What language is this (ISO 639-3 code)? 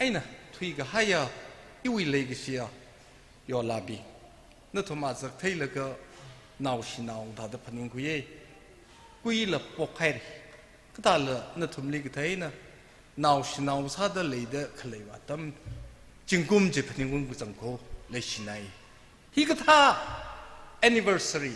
nmf